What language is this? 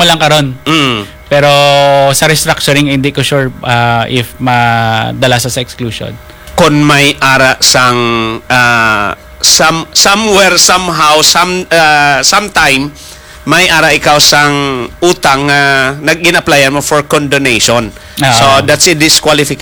Hiligaynon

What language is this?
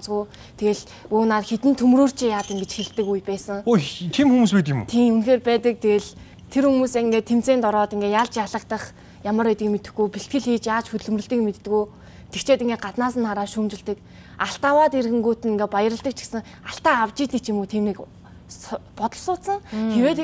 Mongolian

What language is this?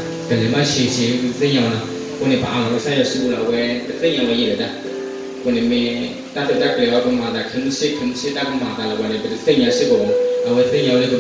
S'gaw Karen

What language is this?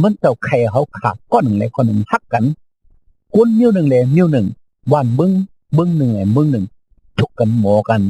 Shan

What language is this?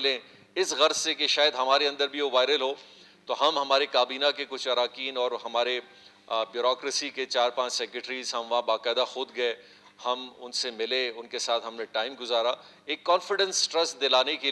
Urdu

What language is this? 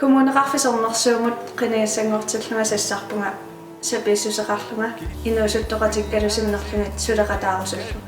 Kalaallisut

